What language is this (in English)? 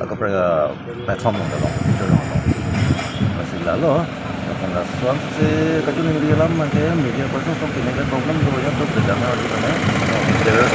Karbi